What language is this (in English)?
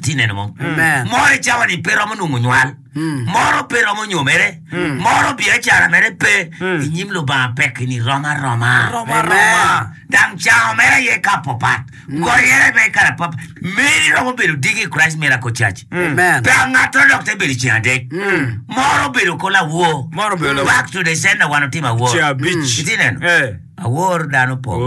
Acoli